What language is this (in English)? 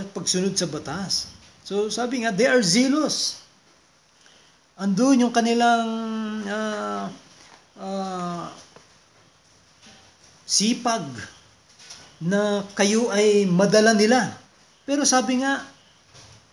Filipino